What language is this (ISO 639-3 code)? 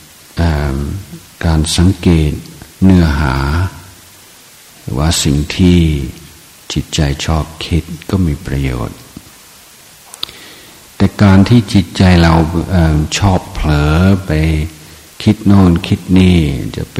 tha